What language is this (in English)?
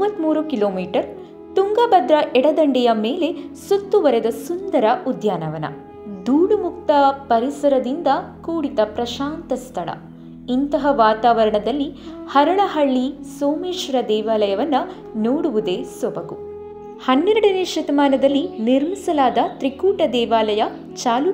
Kannada